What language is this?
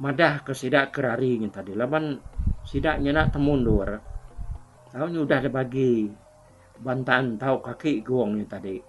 Iban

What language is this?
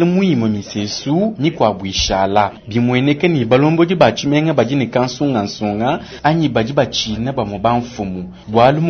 Luba-Lulua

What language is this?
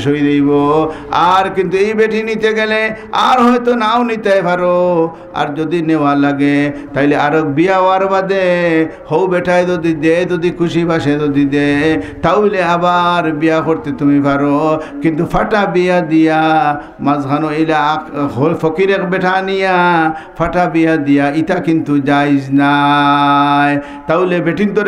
Sylheti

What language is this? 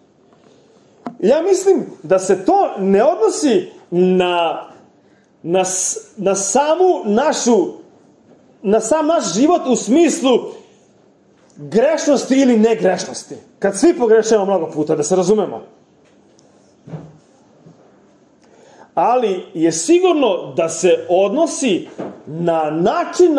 Serbian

